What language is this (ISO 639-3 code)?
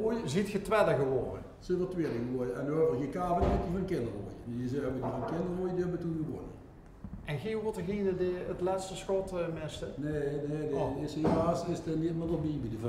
lim